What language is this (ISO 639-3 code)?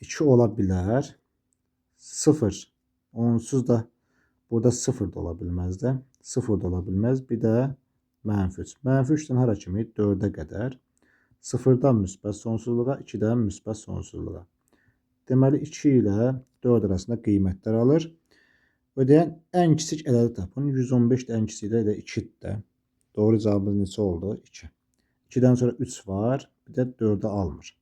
aze